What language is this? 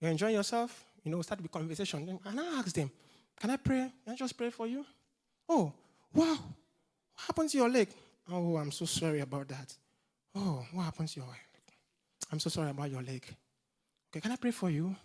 English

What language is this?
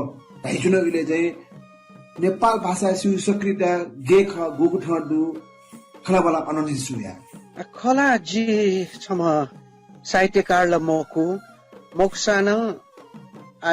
Newari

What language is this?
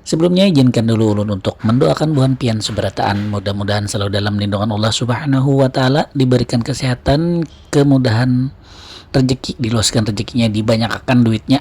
Banjar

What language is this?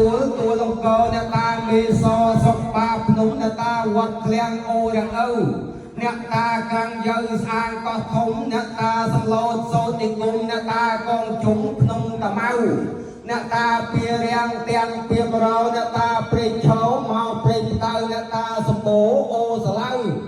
Khmer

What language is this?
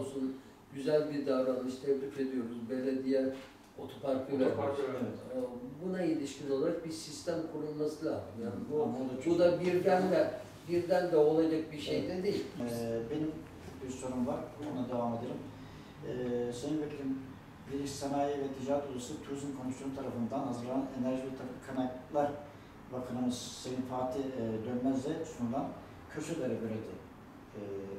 Turkish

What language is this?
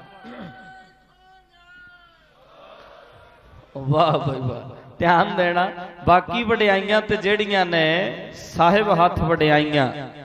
Punjabi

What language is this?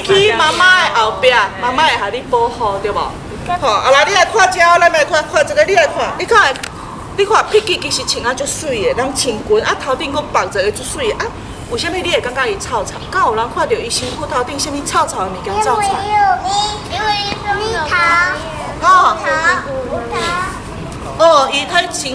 Min Nan Chinese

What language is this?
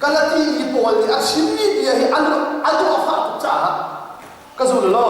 Hakha Chin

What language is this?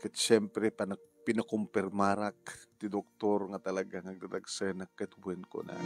Iloko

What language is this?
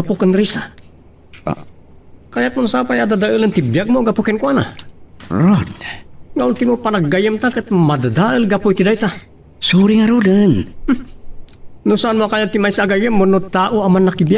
Iloko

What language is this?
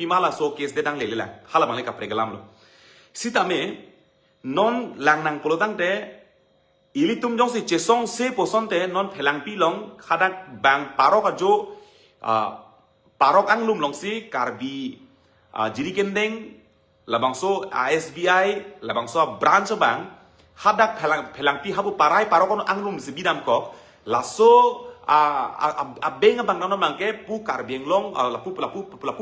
Karbi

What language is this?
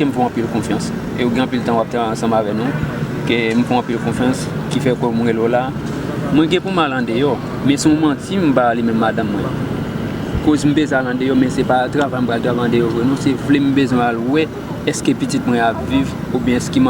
Haitian Creole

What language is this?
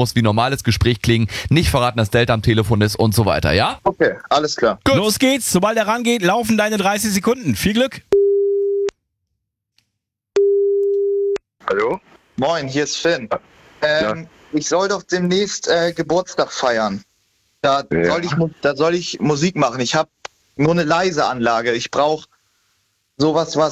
German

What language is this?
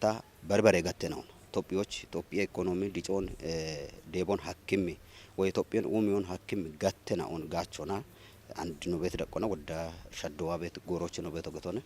Kafa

